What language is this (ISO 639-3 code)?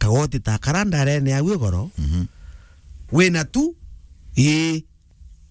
mer